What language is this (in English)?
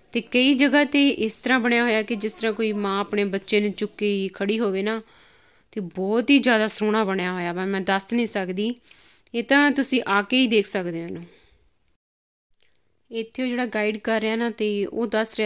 Punjabi